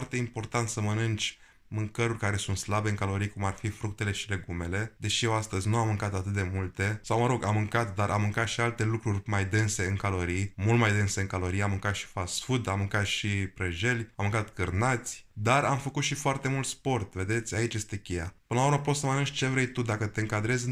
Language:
Romanian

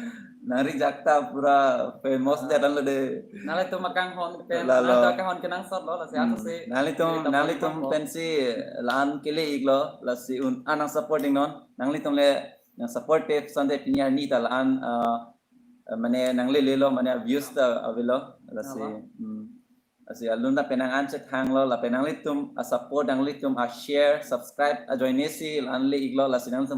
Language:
Karbi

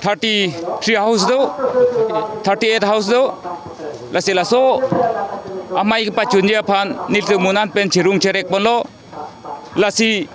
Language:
Karbi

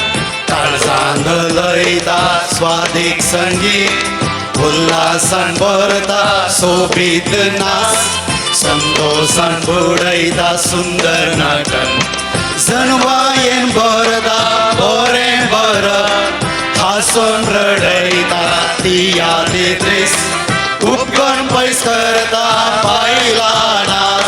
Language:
Konkani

